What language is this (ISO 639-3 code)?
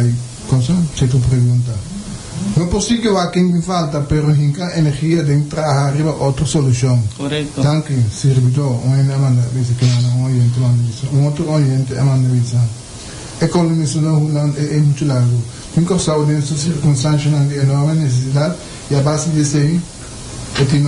pap